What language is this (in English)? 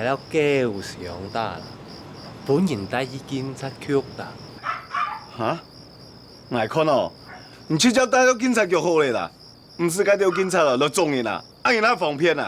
Hakka Chinese